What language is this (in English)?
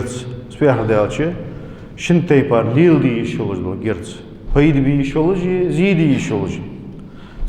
Ingush